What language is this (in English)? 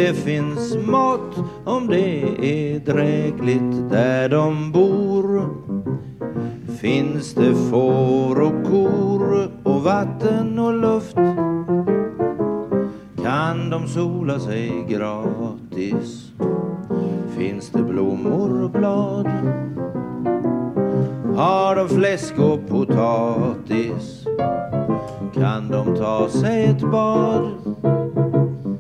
Swedish